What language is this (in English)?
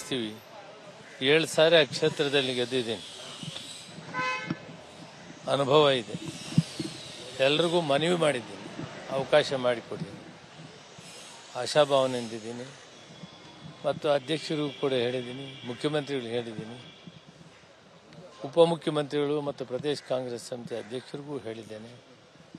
Kannada